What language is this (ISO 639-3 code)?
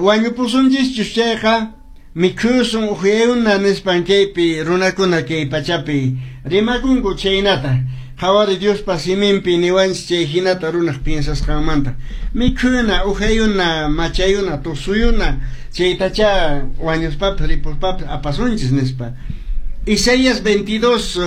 que